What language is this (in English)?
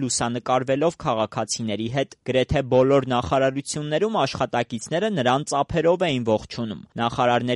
Armenian